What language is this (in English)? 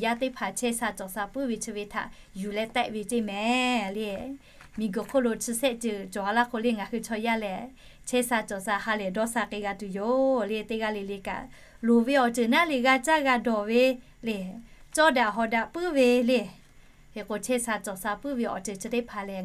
Lahu